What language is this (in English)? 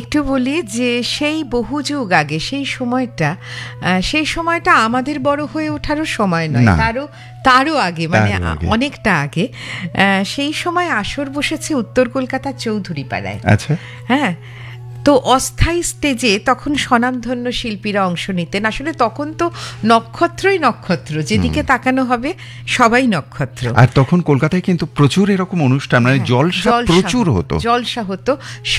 Bangla